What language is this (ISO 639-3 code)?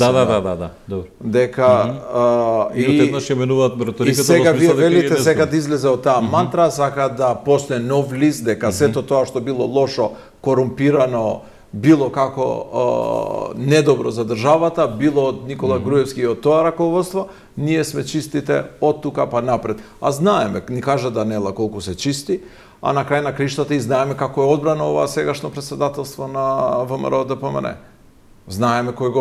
mkd